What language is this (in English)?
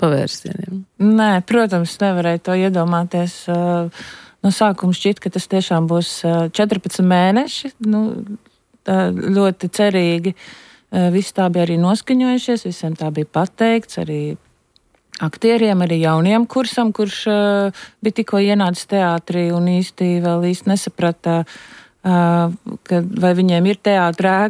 Latvian